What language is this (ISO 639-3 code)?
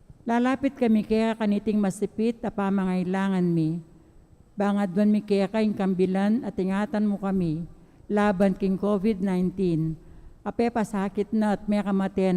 pam